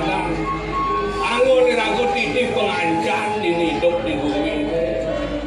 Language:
Balinese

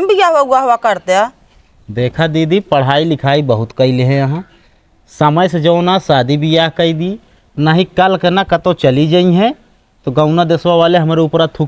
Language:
Awadhi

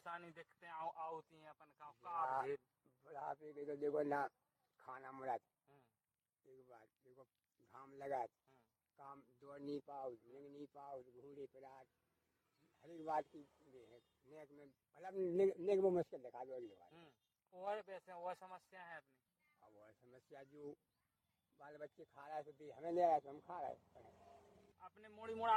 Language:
Hindi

